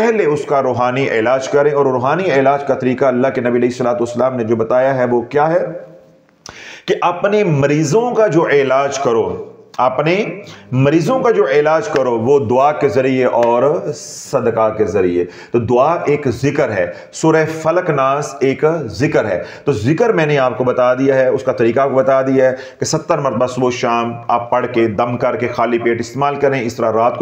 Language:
Urdu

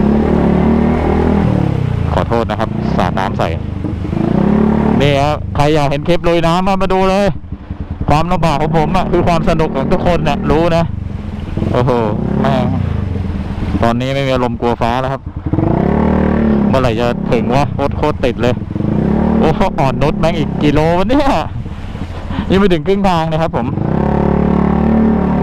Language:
Thai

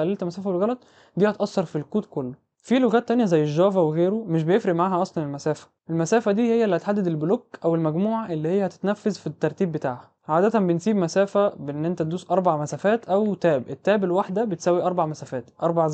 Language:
Egyptian Arabic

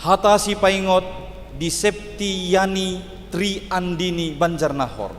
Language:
Batak Toba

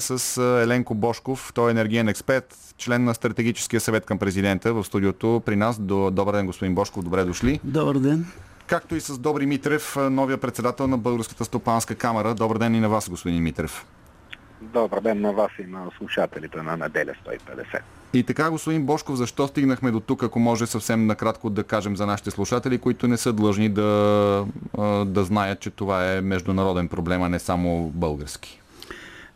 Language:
Bulgarian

